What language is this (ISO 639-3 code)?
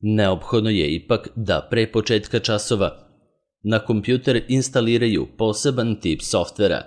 srp